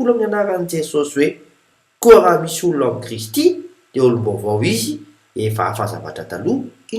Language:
Malagasy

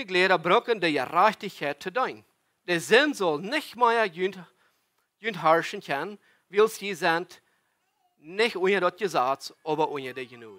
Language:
Plautdietsch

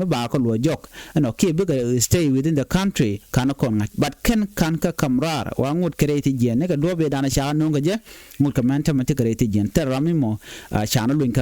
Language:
Nuer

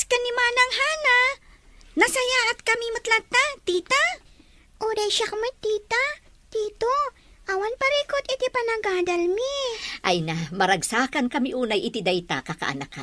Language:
Iloko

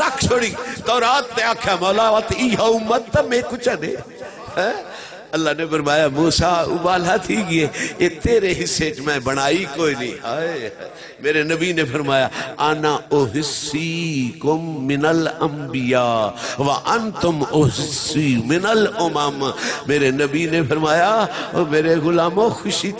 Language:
Saraiki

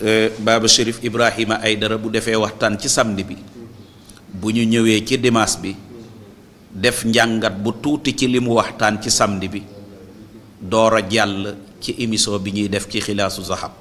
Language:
Wolof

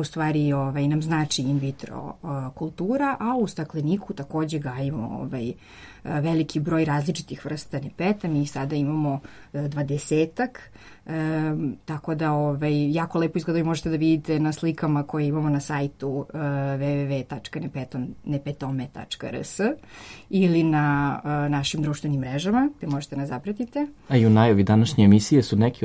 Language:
Serbian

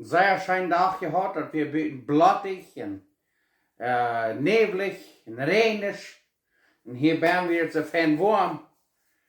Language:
Plautdietsch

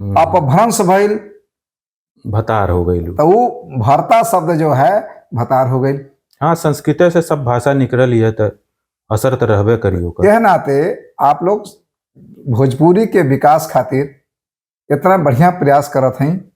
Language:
Bhojpuri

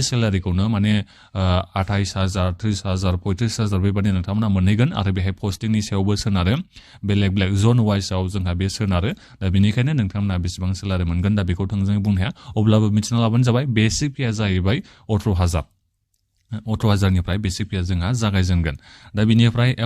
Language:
Bodo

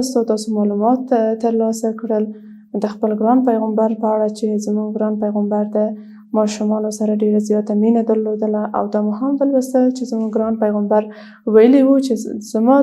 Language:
Pashto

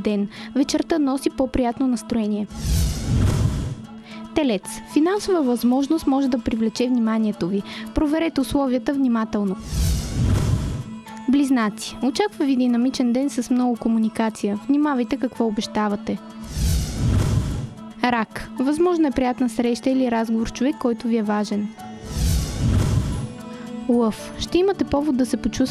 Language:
Bulgarian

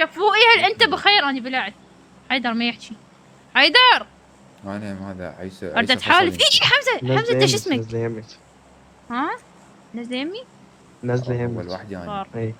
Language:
Mesopotamian Arabic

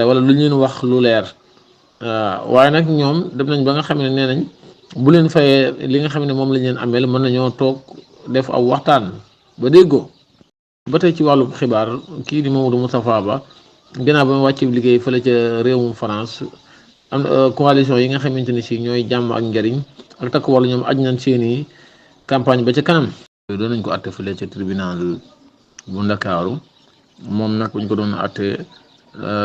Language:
Wolof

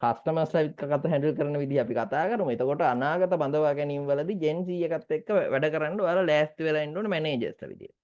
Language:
Sinhala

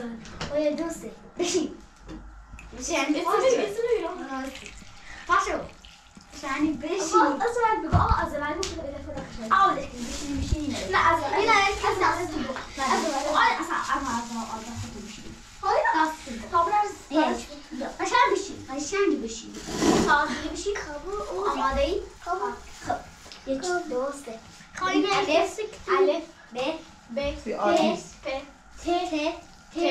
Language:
Persian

